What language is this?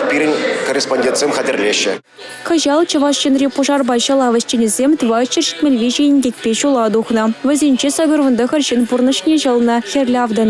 Chuvash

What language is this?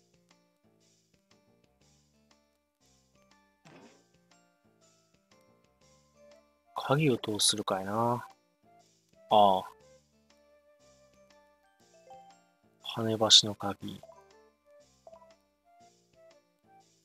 Japanese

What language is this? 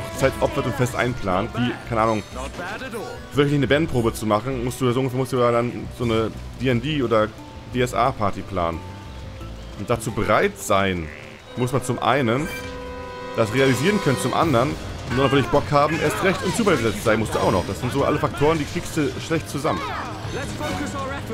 German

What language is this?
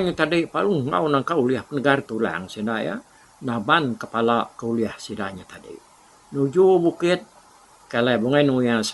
Iban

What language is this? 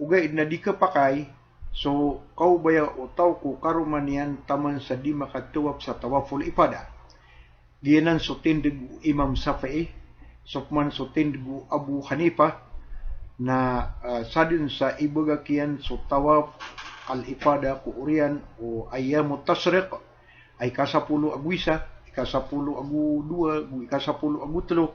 Maranao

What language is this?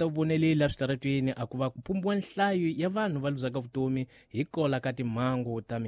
Tsonga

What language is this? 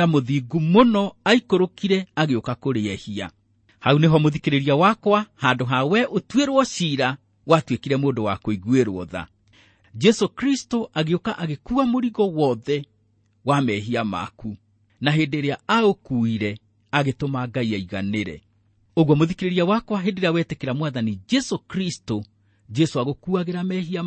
Kikuyu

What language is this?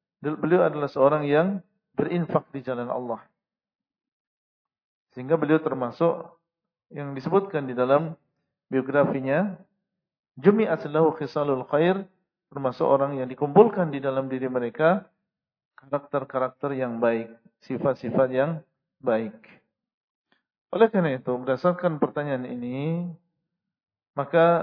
Indonesian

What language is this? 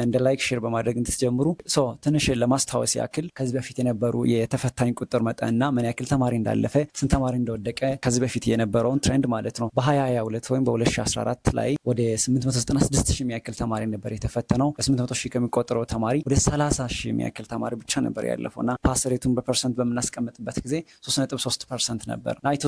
Amharic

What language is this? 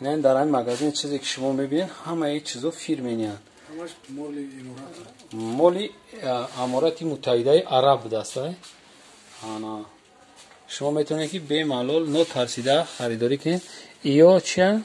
Tajik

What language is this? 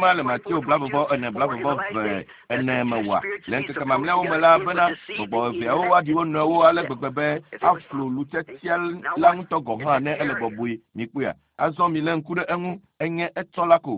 Ewe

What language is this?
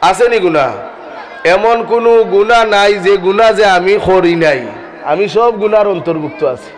Sylheti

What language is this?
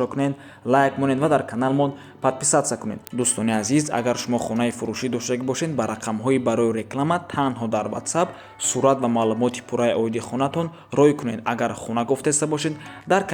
Tajik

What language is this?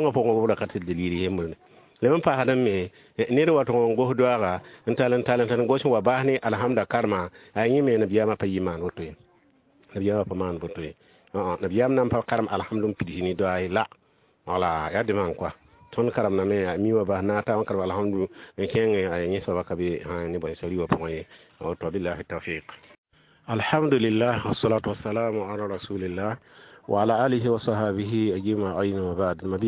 Mossi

